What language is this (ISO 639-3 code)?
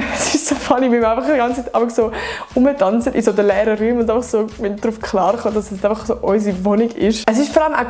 gsw